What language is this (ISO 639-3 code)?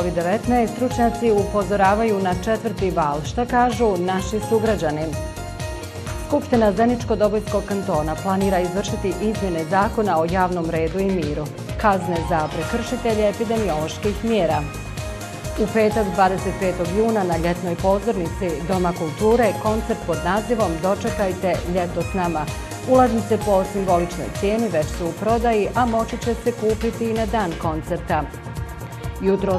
bos